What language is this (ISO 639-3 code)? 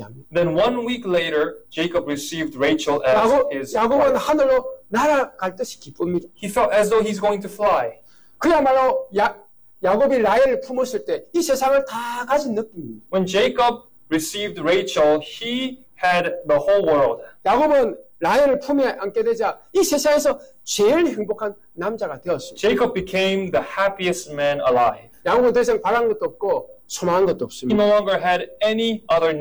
kor